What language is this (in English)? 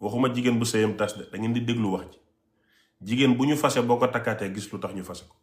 Wolof